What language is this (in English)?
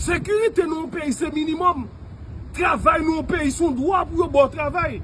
Haitian Creole